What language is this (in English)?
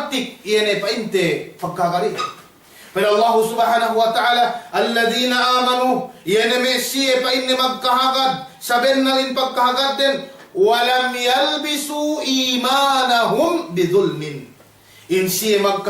Yakan